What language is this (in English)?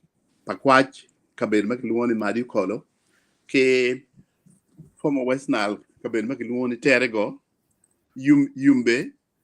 Acoli